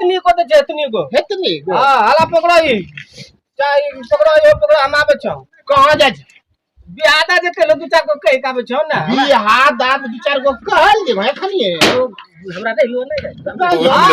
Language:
Maithili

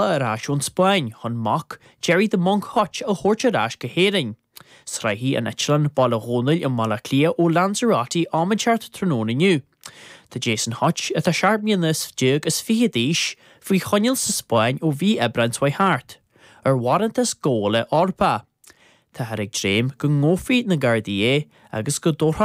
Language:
Irish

